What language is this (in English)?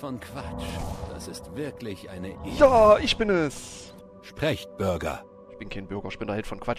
German